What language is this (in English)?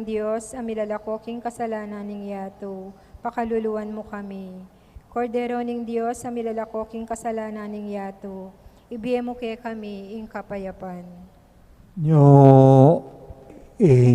Pampanga